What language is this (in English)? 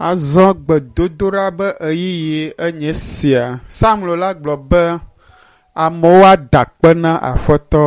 Ewe